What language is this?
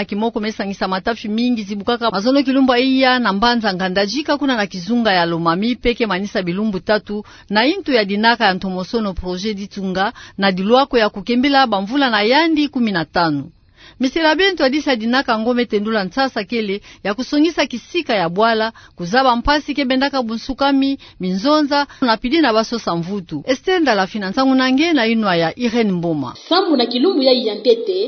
Kituba (Democratic Republic of Congo)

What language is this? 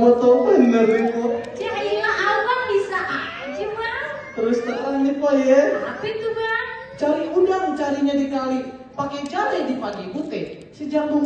Betawi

